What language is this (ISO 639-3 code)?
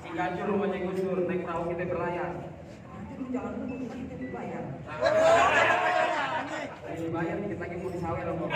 bew